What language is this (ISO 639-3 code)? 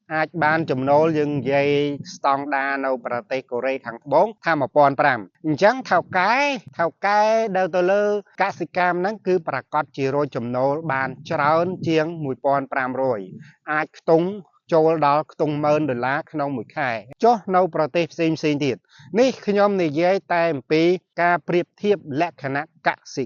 khm